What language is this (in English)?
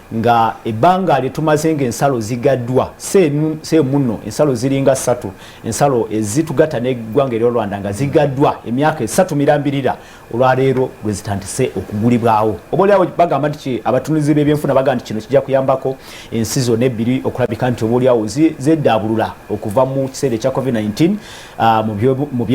Ganda